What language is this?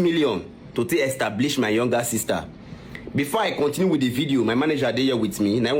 Nigerian Pidgin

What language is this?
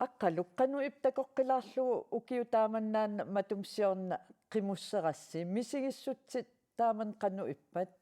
Kalaallisut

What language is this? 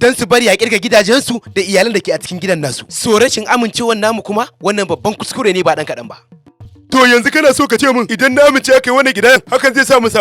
Hausa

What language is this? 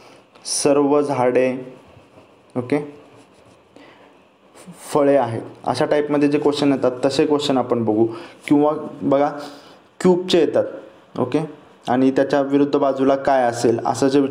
Marathi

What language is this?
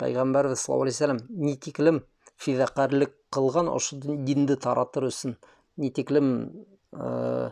Bashkir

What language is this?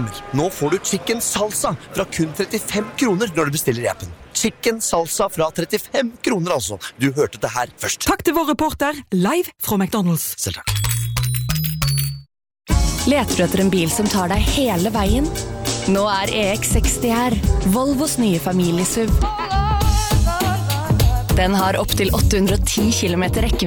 Norwegian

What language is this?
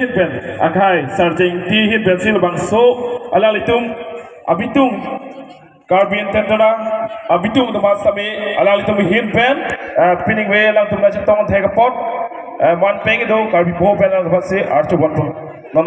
Karbi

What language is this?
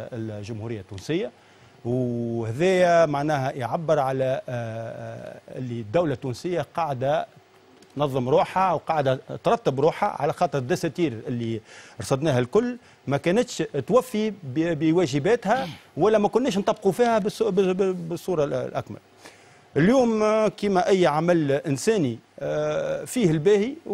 Tunisian Arabic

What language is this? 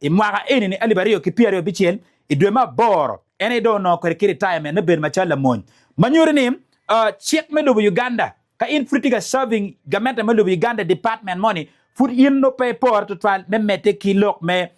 Acoli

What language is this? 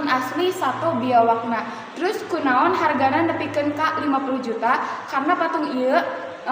Sundanese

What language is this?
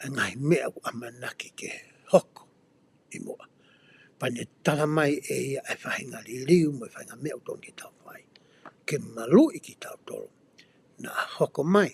Tongan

